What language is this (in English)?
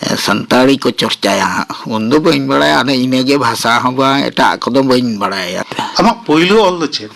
Santali